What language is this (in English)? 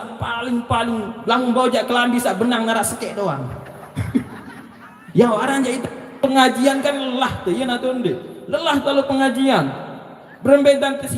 Sasak